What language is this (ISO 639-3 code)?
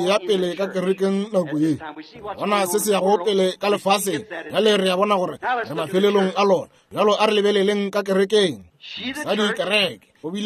nso